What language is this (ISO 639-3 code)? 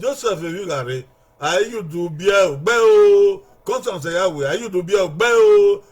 bin